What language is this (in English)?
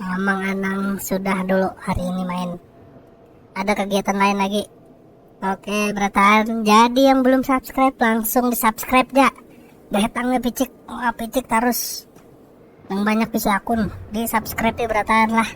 Banjar